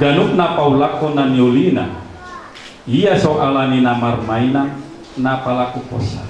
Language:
Batak Toba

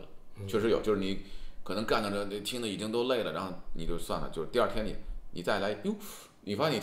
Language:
Chinese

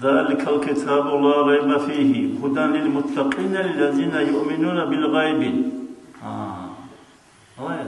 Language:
Avaric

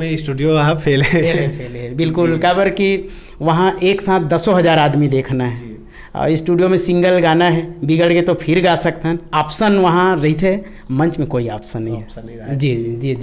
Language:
Chhattisgarhi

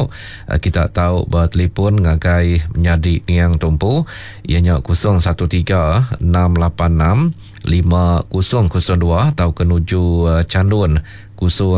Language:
Iban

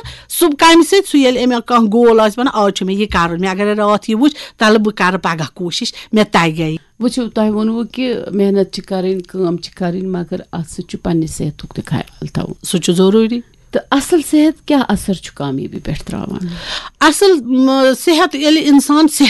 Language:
Kashmiri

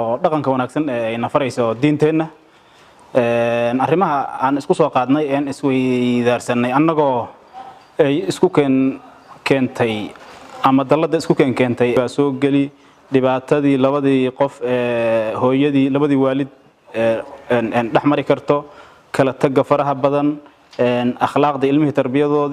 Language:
Somali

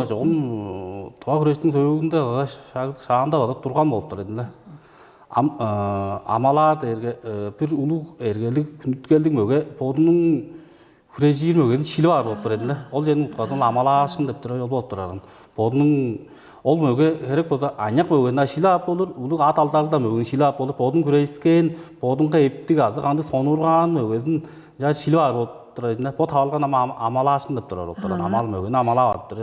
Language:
Tuvinian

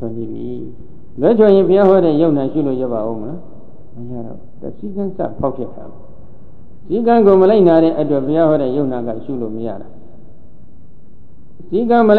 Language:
Burmese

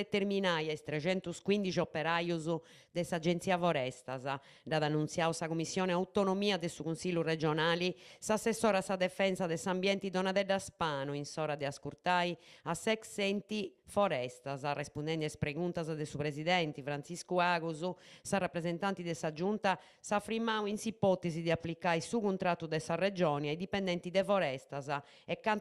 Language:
Sardinian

